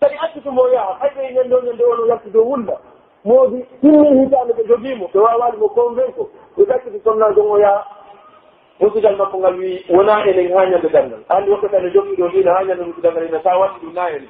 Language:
Pular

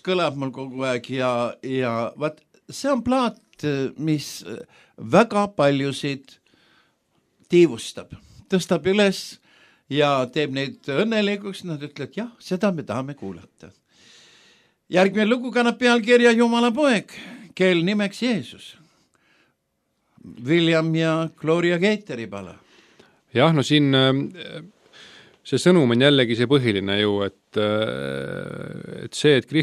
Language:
Estonian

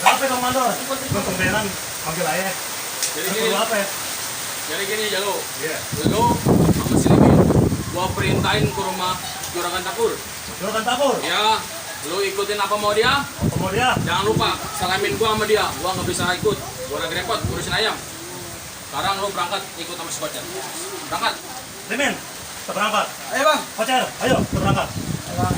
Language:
Betawi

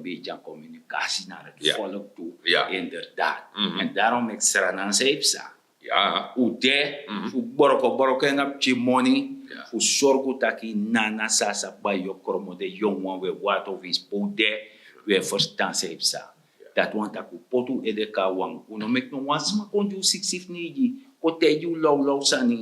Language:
Sranan Tongo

